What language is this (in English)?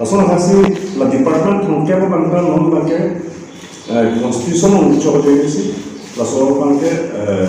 Karbi